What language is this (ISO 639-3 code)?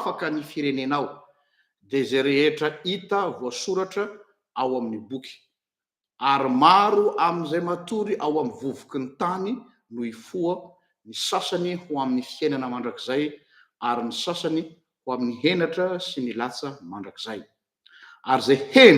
mlg